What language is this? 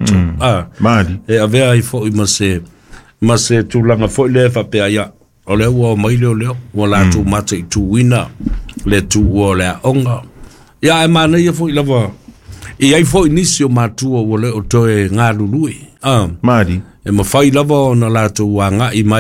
Samoan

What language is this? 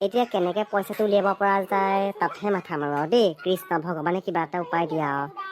Assamese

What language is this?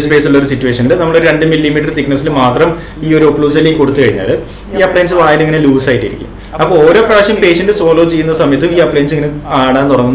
Malayalam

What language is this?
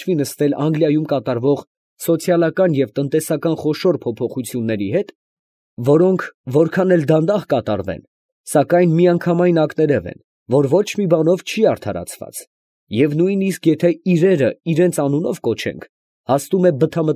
Armenian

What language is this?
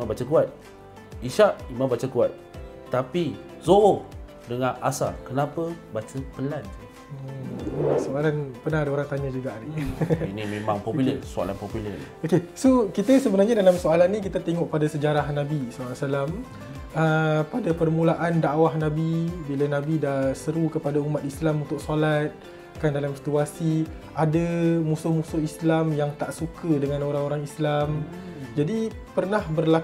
Malay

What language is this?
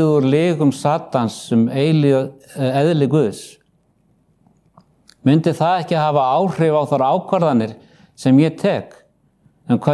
Icelandic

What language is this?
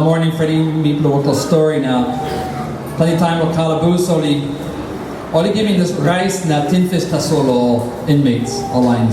Tok Pisin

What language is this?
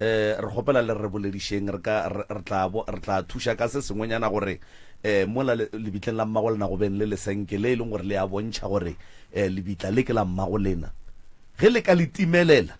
Northern Sotho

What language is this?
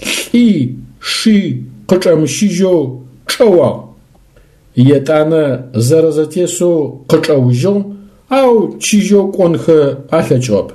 Adyghe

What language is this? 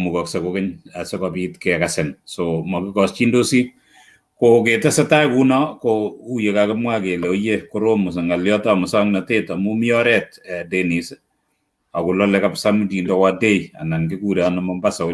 Kalenjin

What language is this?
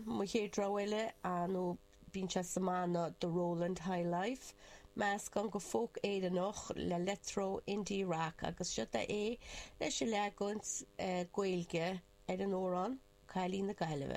Irish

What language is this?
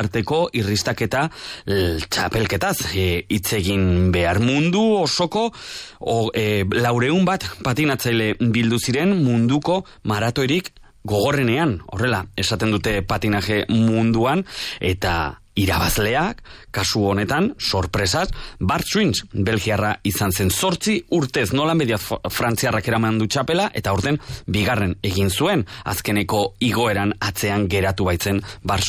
Basque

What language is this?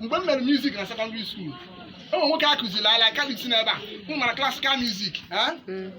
Igbo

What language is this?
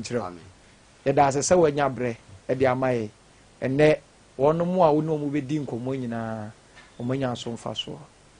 Akan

